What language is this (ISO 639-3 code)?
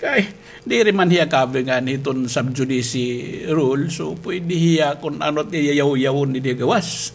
war